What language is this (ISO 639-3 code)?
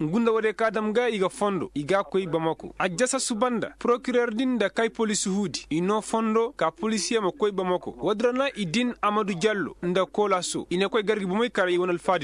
ses